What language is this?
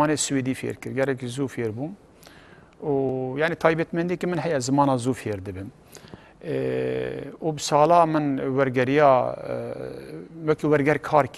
Kurdish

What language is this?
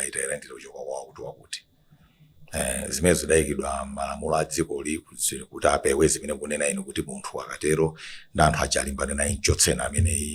Nyanja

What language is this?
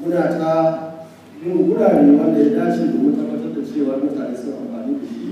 Hausa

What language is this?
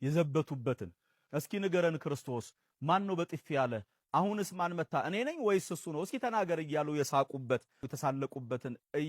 Amharic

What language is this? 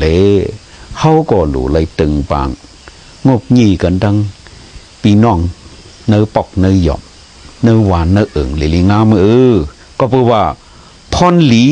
Shan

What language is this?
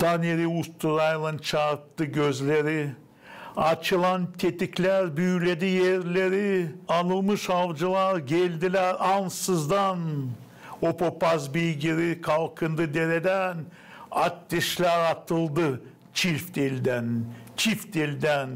Gagauz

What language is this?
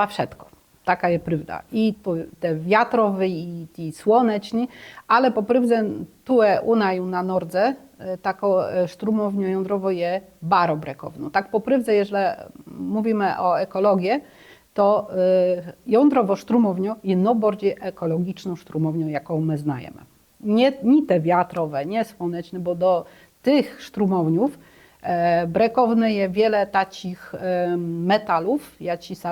Kashubian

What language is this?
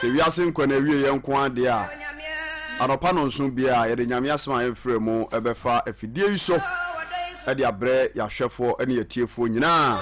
Akan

